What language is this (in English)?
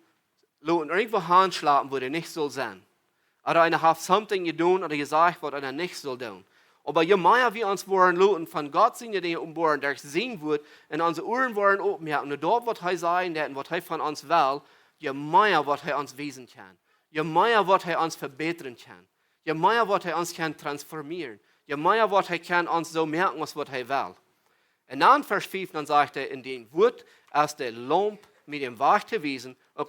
Plautdietsch